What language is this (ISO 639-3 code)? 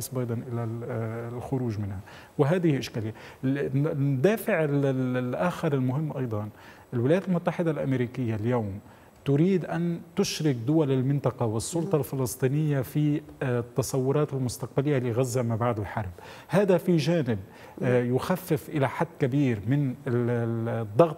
ara